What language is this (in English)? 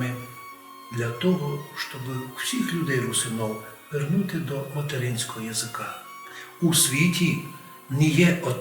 Rusyn